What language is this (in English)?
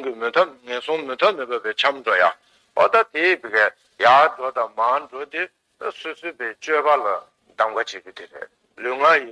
Tibetan